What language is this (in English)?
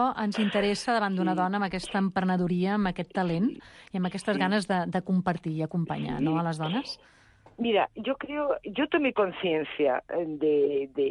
Catalan